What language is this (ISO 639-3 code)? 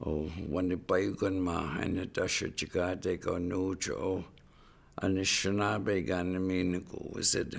ciw